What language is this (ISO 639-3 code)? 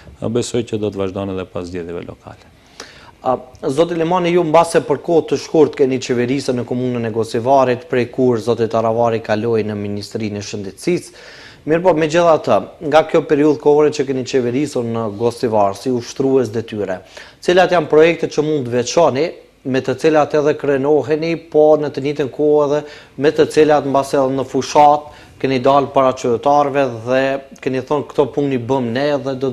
sqi